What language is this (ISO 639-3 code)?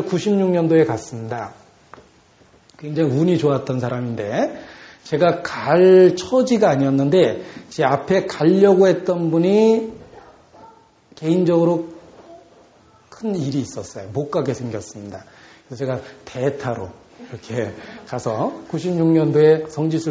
kor